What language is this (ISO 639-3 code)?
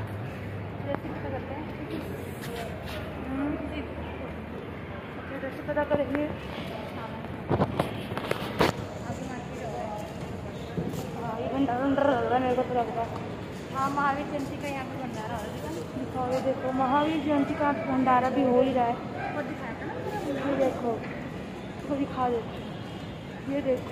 hin